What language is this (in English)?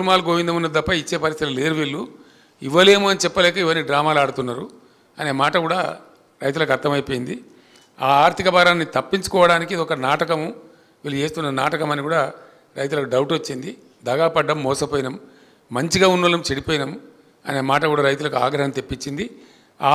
Telugu